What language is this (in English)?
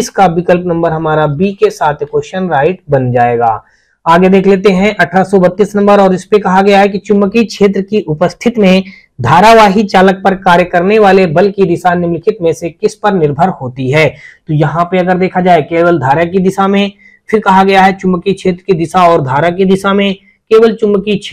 Hindi